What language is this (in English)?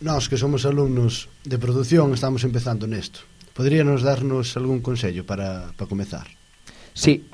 Galician